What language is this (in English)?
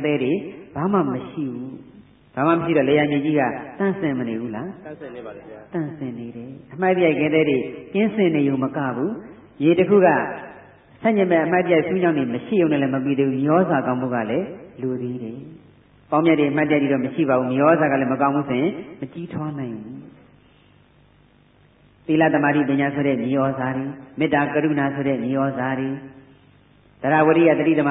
Burmese